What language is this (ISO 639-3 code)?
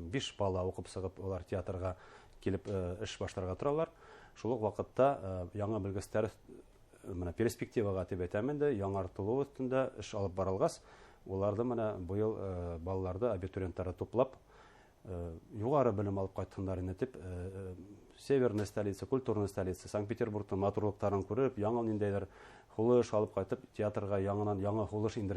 bak